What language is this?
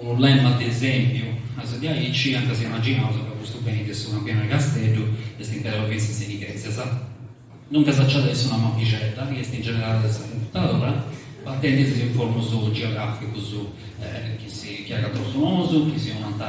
Sardinian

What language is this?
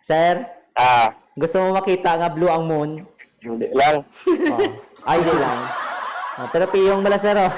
Hiligaynon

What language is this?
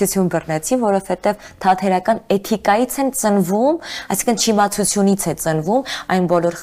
Armenian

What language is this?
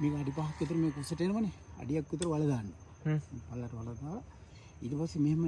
Sinhala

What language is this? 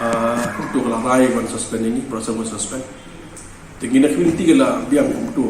Khasi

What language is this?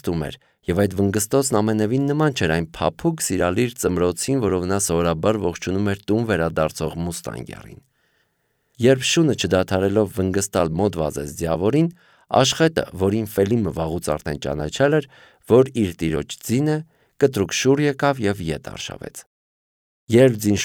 Armenian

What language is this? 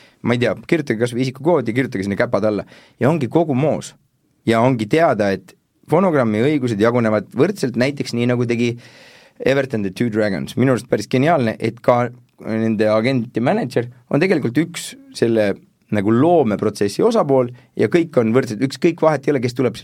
Estonian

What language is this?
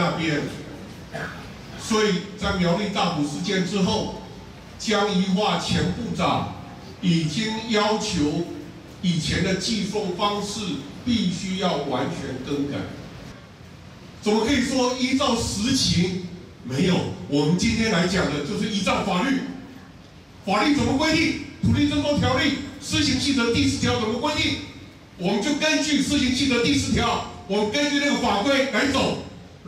Chinese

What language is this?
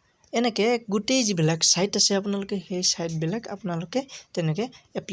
Assamese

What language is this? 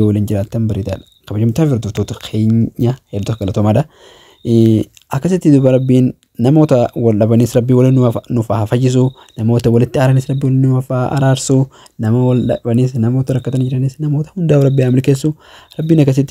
Oromo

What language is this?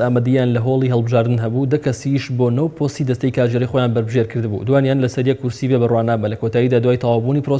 Central Kurdish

